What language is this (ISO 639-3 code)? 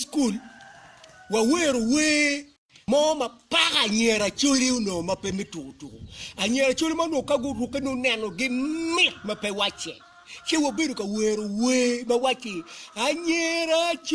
ach